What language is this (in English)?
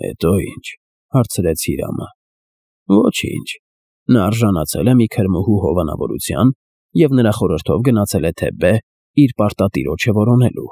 Armenian